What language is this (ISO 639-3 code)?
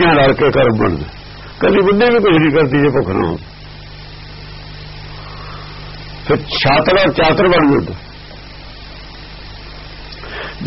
pan